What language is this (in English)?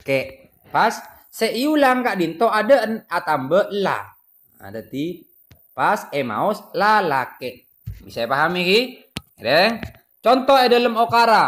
Madurese